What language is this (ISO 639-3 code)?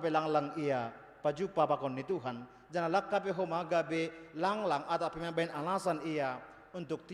bts